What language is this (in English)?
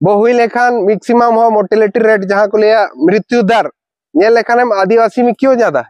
Santali